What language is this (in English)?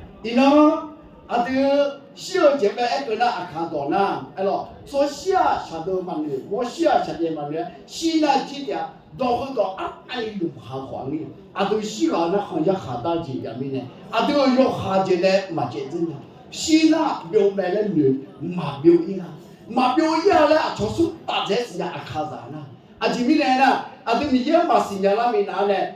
Akha